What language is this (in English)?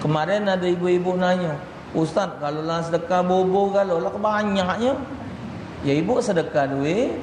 Musi